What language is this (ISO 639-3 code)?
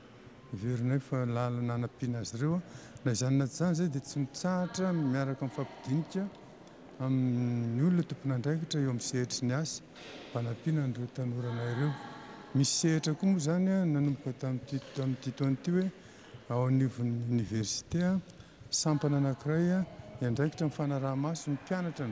mlg